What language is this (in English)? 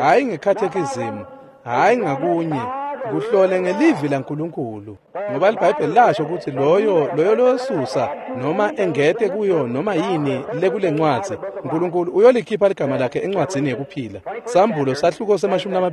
Swati